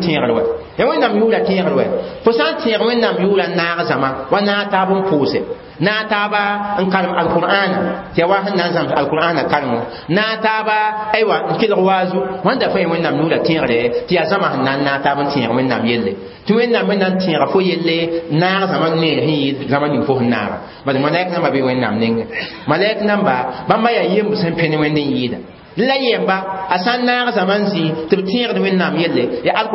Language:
Mossi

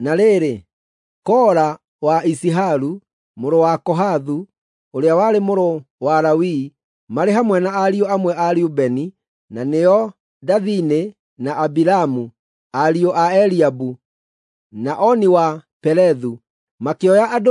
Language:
Kikuyu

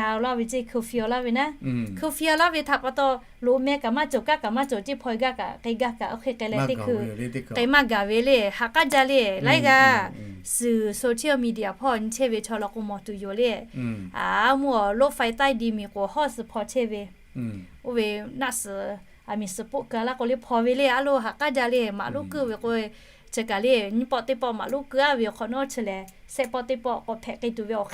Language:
Lahu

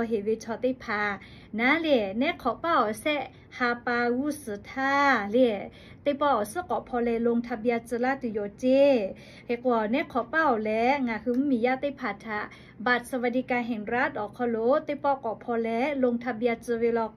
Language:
Lahu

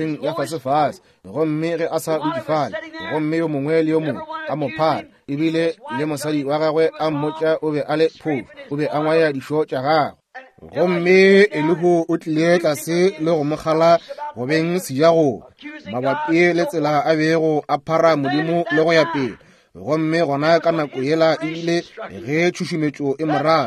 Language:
Northern Sotho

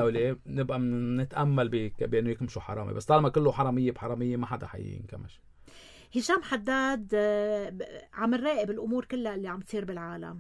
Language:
North Levantine Arabic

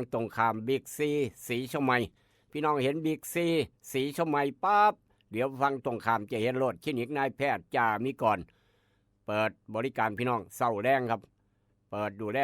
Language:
Northeastern Thai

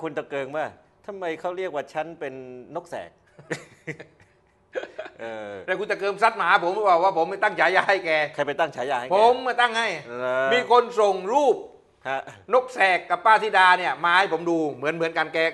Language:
Thai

